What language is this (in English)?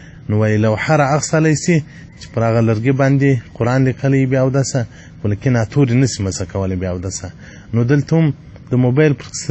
Pashto